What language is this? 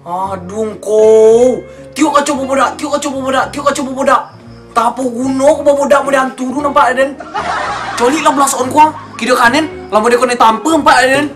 Minangkabau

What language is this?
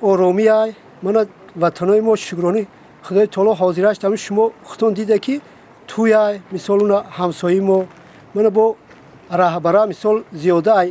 Tajik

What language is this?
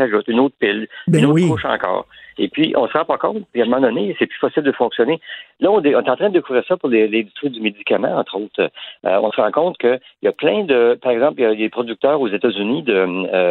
French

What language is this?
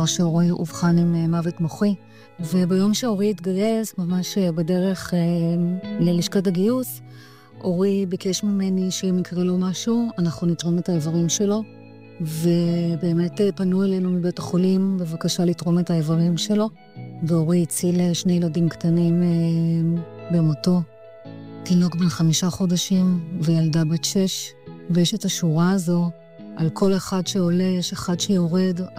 Hebrew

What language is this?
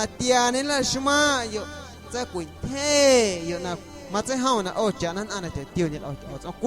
Guerrero Amuzgo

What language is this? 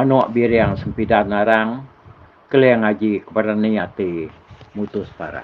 Iban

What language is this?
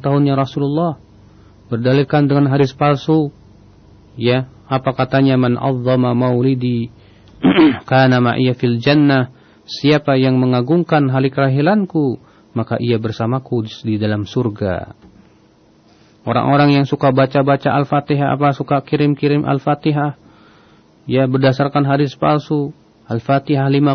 Indonesian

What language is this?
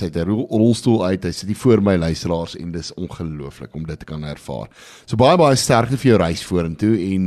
Afrikaans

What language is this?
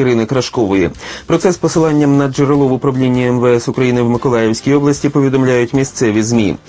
Ukrainian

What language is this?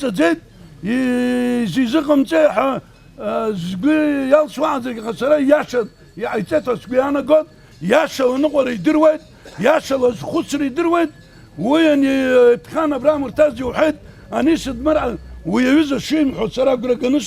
Abkhazian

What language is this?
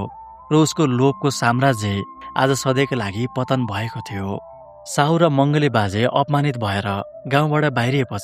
Nepali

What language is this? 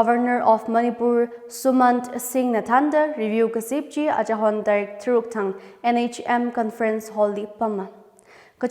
Tangkhul Naga (India)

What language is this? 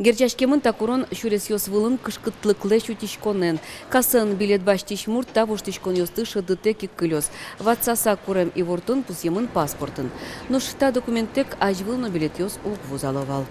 Udmurt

